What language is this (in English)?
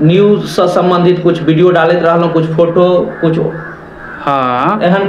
Maithili